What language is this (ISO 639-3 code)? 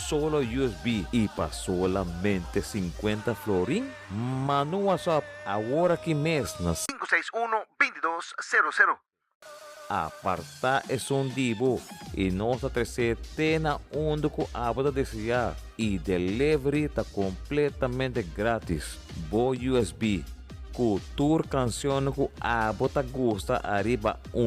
pap